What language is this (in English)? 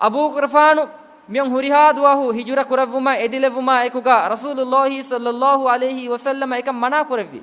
Divehi